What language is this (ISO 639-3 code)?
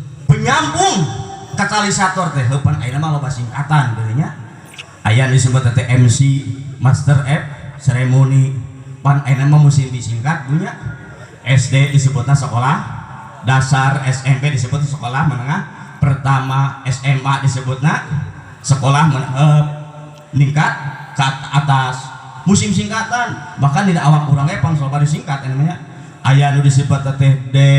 sun